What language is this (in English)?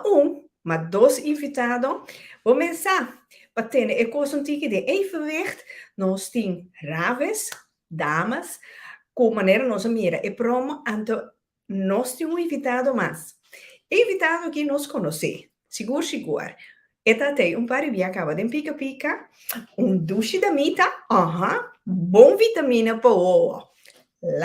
Papiamento